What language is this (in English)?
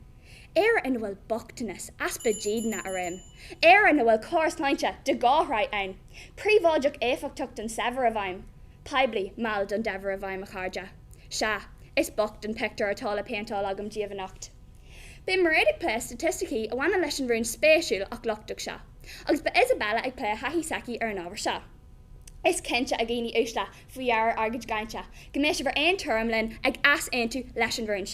Irish